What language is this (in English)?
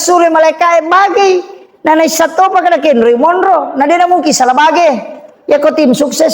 Buginese